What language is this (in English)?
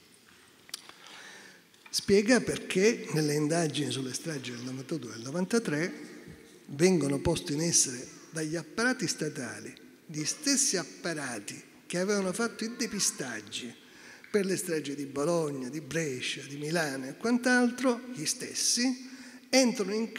Italian